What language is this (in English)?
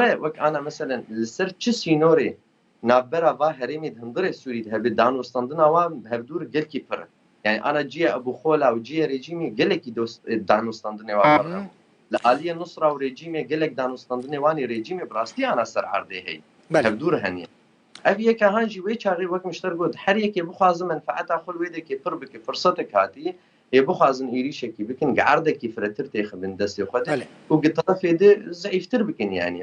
Kurdish